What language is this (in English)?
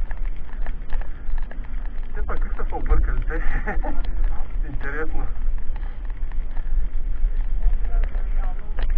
Bulgarian